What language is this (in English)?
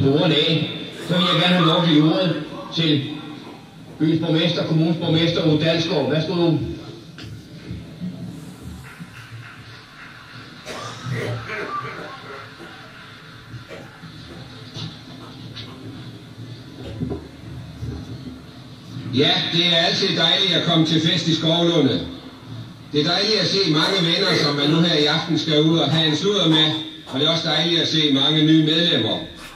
Danish